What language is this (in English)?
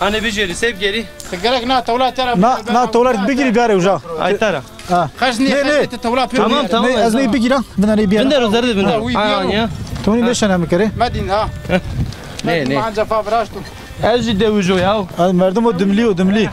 Zaza